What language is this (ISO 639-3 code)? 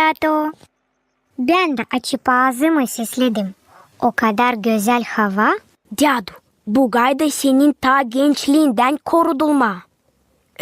gag